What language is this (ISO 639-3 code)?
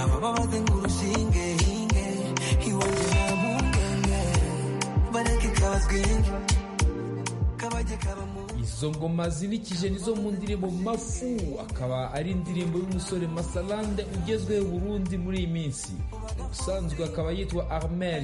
kin